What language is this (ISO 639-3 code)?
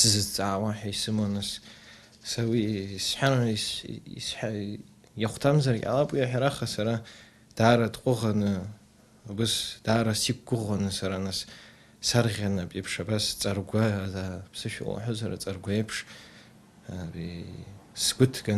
abk